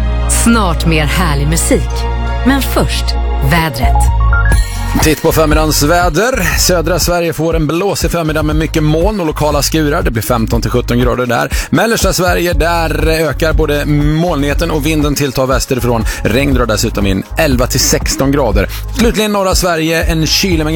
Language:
Swedish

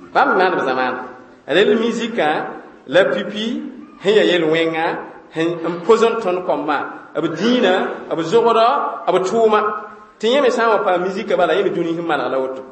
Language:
Mossi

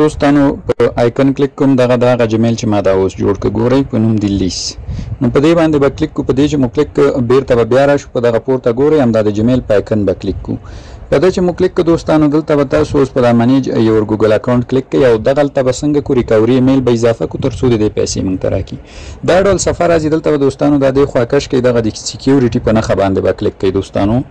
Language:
Pashto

